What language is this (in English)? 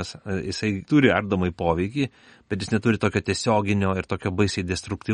Lithuanian